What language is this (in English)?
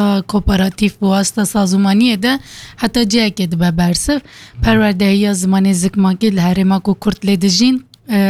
Kurdish